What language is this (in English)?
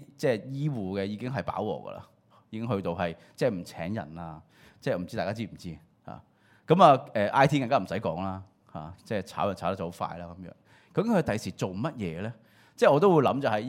Cantonese